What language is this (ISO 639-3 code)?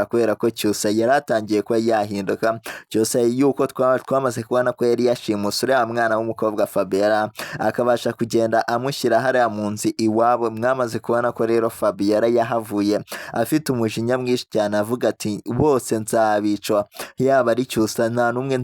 kin